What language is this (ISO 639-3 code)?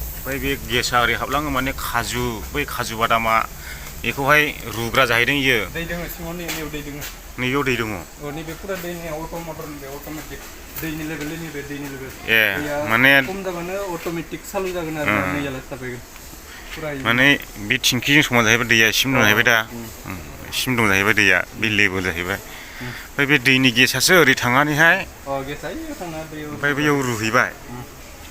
brx